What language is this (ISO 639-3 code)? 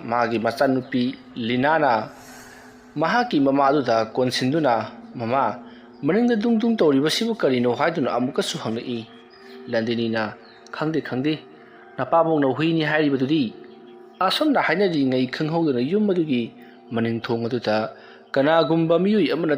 mni